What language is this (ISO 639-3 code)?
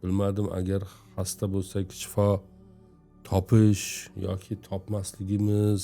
uzb